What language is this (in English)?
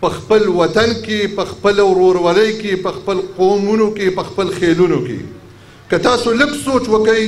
Pashto